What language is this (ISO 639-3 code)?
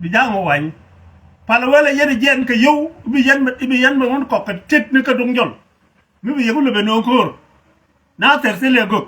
nus